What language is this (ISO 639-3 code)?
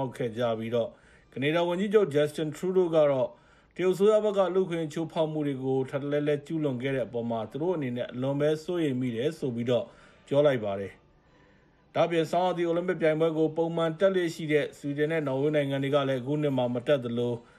mya